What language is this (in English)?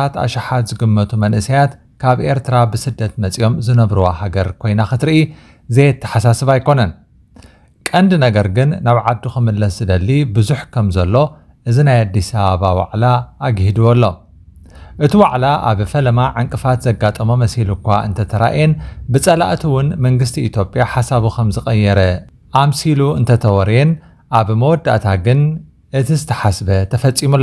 Tigrinya